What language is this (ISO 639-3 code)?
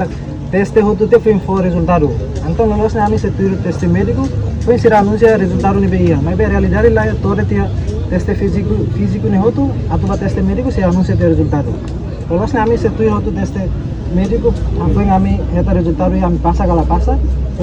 tet